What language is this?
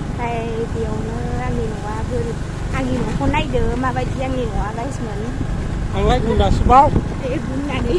Bodo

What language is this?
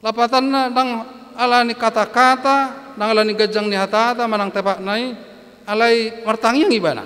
Batak Toba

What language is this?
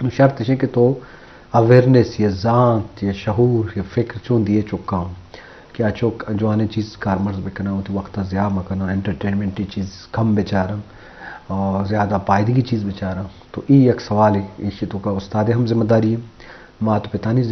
Baluchi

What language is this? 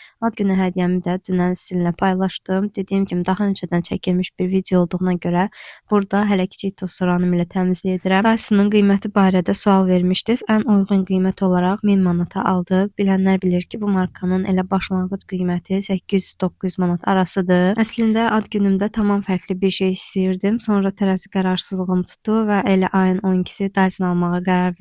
Azerbaijani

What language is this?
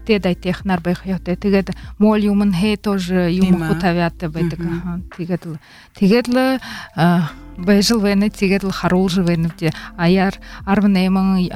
Buriat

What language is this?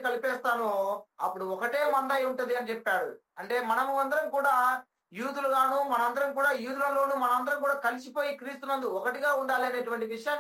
Telugu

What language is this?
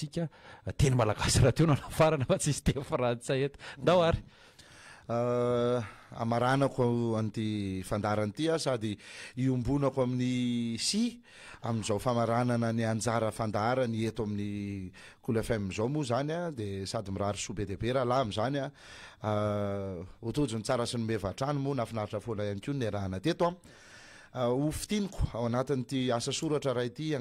Malagasy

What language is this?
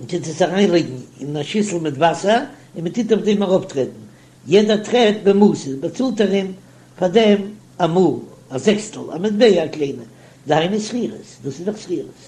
Yiddish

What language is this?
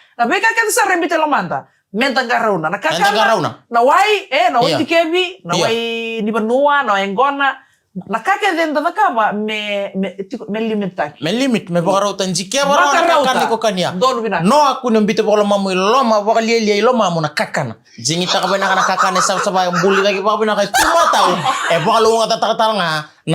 Fijian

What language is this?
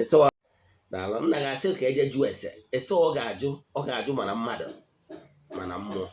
Igbo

